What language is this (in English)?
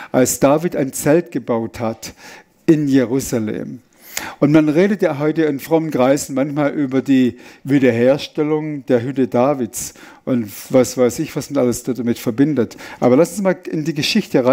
Swiss German